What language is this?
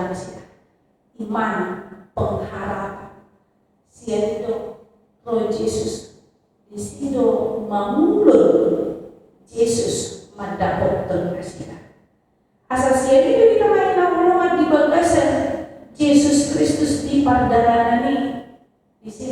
Batak Toba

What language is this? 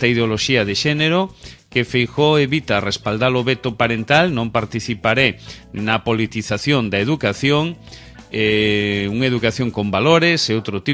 Galician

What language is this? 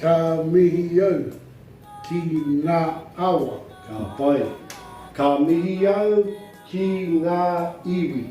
Māori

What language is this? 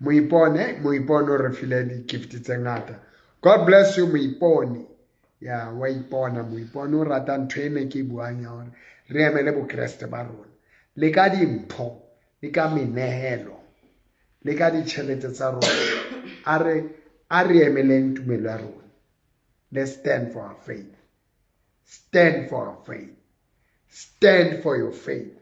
Southern Sotho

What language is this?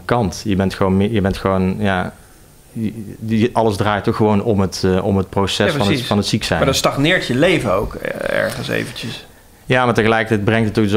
Dutch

